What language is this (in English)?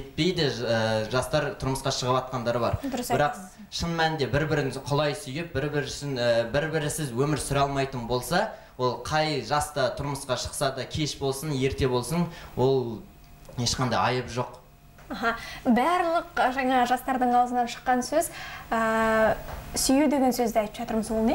Kazakh